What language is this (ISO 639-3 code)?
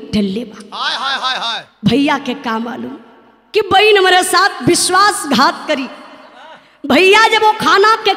bho